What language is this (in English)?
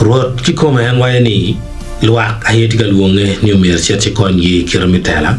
Acoli